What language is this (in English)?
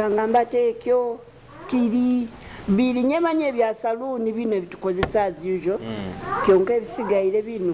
Nyoro